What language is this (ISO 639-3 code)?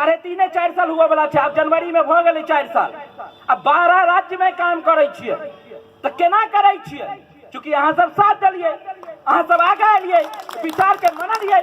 mai